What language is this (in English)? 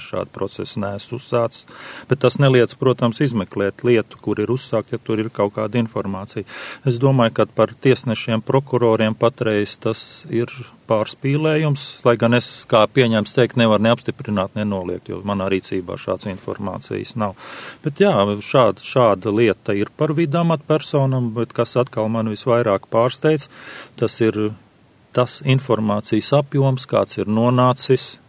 Latvian